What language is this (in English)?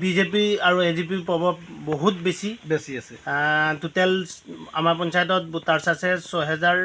Assamese